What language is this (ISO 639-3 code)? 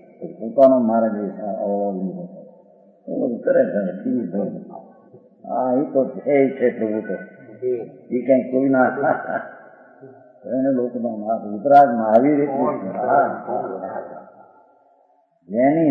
guj